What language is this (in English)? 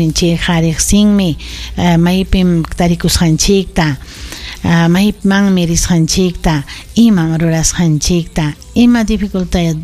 Ayacucho Quechua